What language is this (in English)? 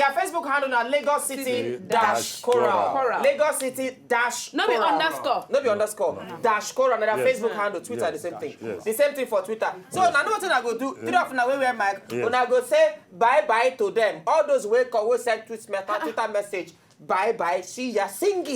Nigerian Pidgin